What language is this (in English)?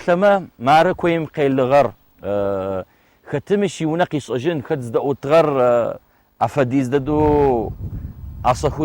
Adyghe